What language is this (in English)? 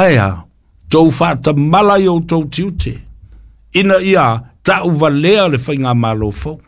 Samoan